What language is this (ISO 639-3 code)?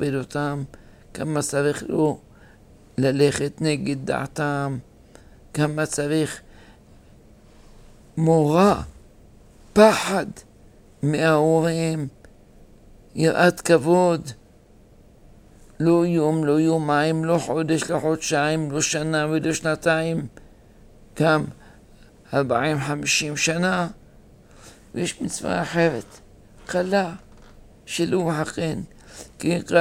heb